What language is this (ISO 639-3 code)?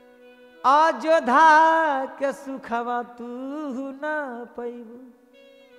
bho